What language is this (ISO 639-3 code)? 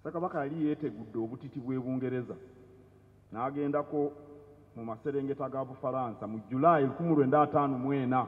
lug